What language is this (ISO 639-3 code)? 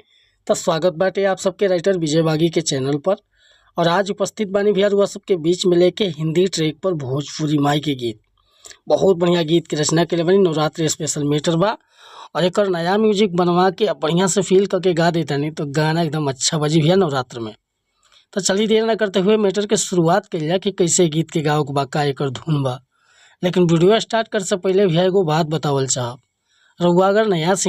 bho